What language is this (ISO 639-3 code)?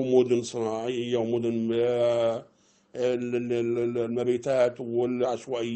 arz